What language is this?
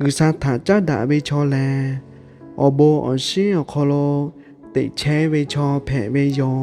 Lahu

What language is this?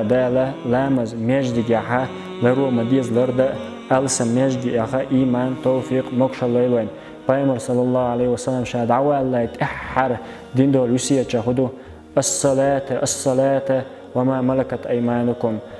Chechen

